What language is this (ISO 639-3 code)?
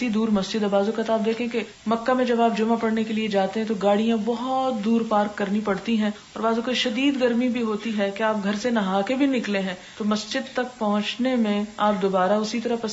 urd